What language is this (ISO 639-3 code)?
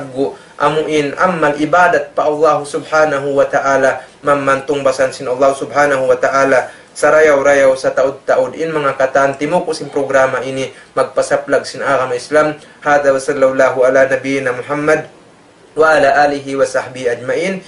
tsg